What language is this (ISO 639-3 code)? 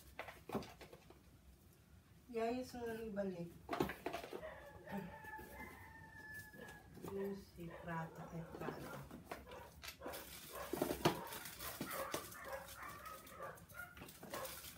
fil